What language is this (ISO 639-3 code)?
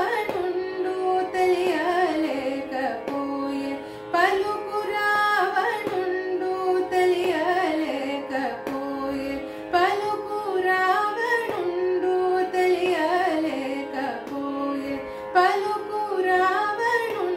tel